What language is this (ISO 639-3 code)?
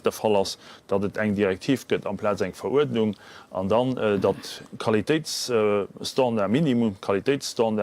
ltz